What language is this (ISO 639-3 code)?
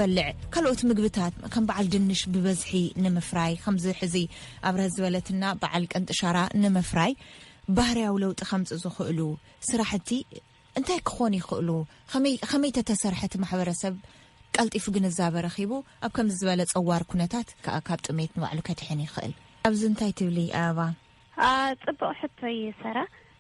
tir